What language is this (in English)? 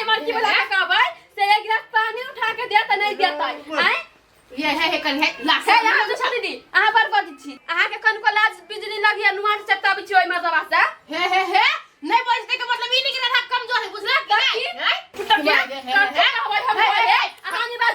Maithili